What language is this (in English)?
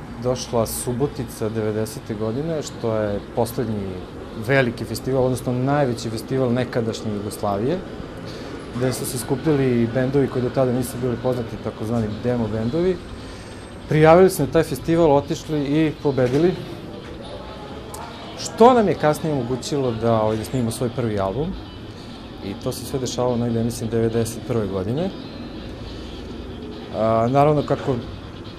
Serbian